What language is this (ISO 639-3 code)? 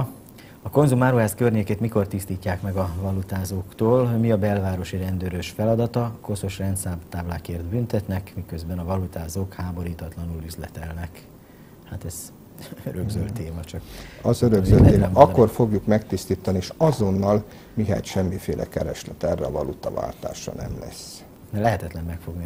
hun